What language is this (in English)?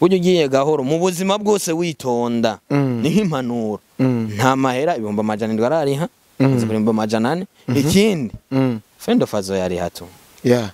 Rundi